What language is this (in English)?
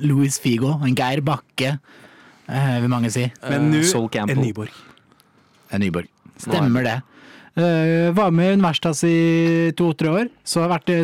Norwegian